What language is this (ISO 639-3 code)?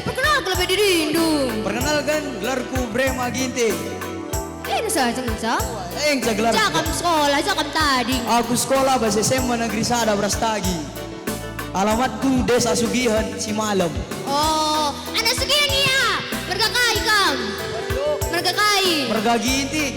btx